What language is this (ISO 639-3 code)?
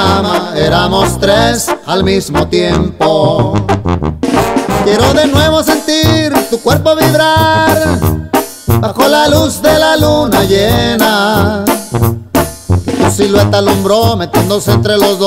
spa